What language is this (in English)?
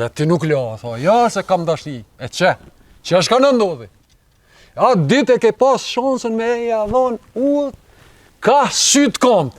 Albanian